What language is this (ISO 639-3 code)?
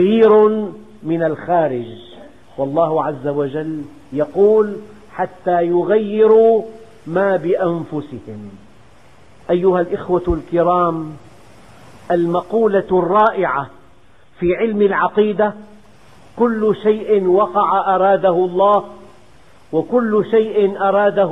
ara